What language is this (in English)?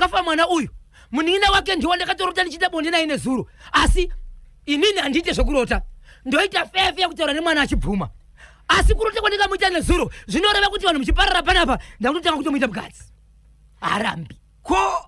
Shona